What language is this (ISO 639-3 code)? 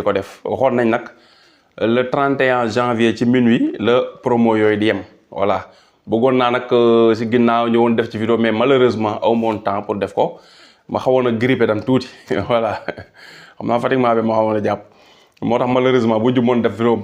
wol